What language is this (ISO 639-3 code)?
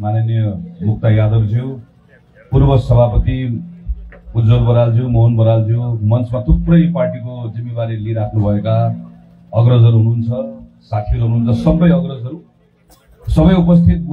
nep